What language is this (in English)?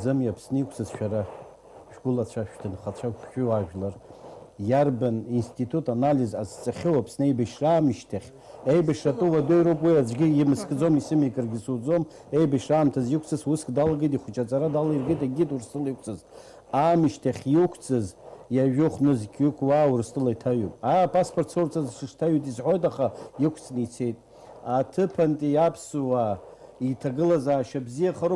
Abkhazian